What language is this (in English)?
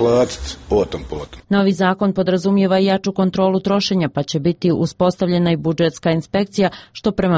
Bosnian